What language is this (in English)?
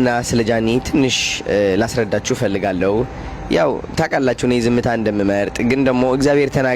Amharic